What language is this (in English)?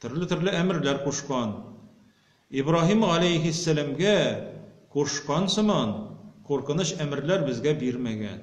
Tatar